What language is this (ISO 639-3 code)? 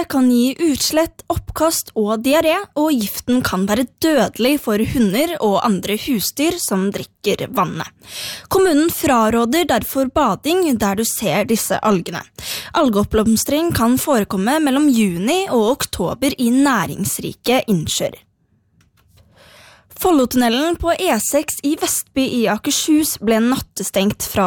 nor